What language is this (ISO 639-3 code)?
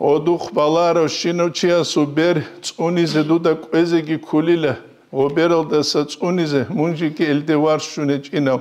ava